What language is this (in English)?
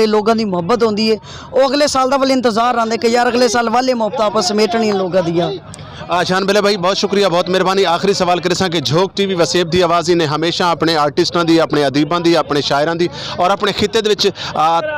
Saraiki